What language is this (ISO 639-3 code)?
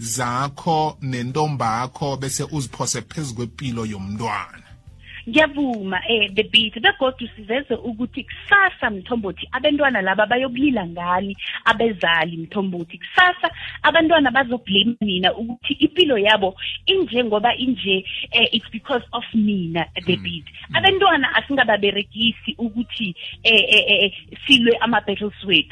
nbl